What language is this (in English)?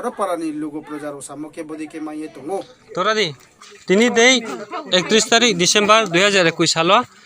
Riang (India)